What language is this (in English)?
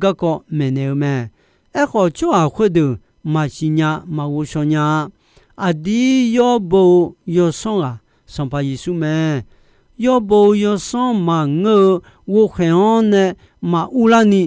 Akha